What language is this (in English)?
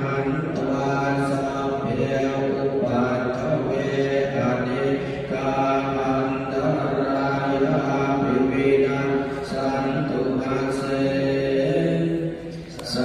Pali